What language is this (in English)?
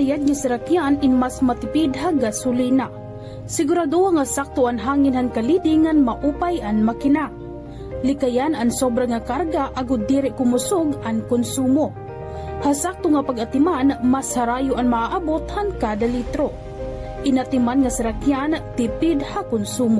Waray